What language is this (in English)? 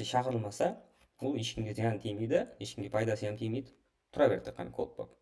Kara-Kalpak